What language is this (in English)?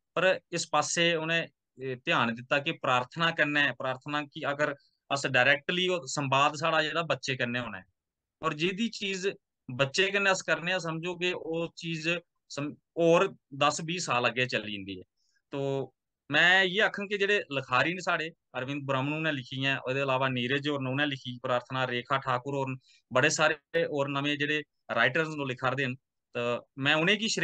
Dogri